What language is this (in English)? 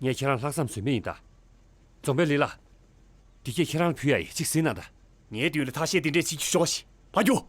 Tibetan